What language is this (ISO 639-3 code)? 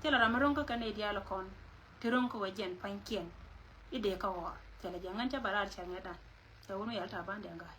nus